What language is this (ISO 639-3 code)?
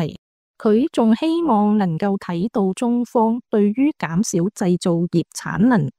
yue